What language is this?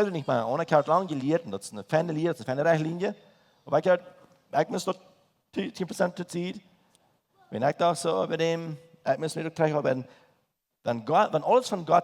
Plautdietsch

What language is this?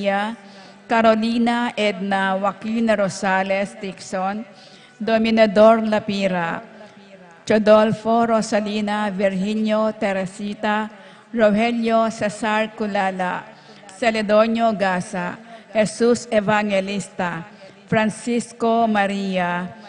Pampanga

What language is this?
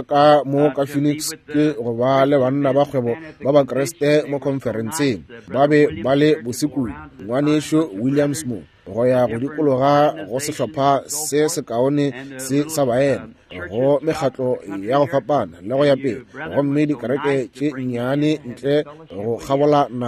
Northern Sotho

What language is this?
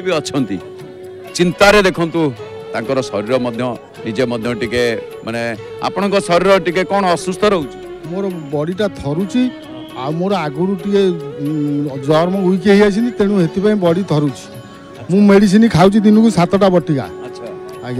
Odia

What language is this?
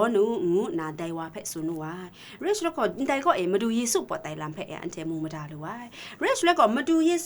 Kachin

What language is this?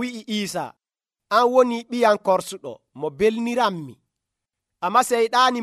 Nigerian Fulfulde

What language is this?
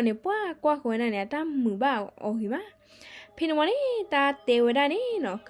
S'gaw Karen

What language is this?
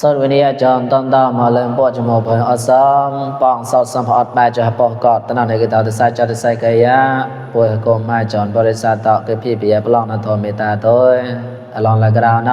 Mon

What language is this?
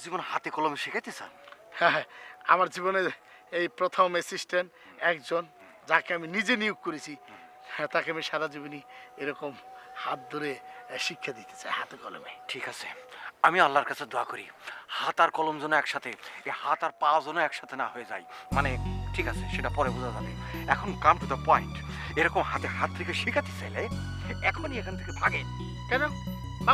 Bangla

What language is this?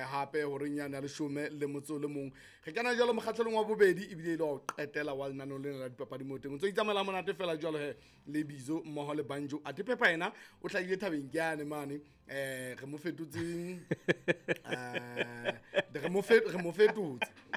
Southern Sotho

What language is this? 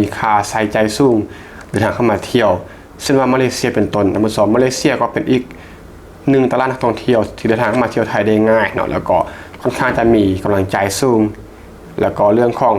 Lao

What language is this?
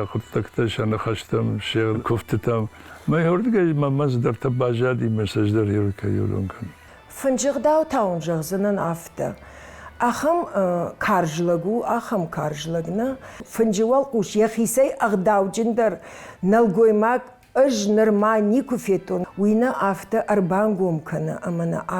Ossetic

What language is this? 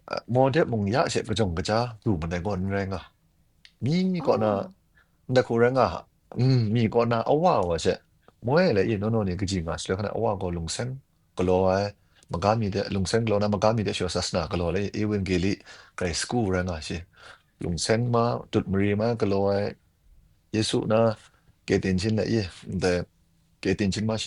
Kachin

